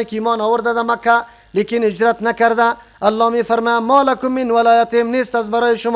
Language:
Persian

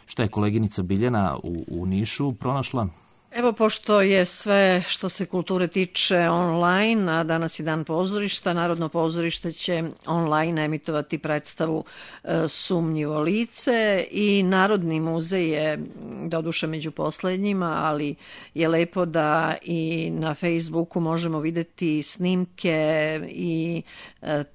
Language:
Serbian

